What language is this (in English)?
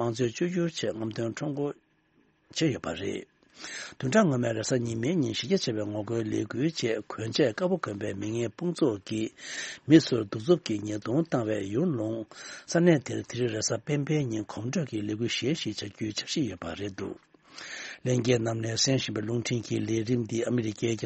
Tibetan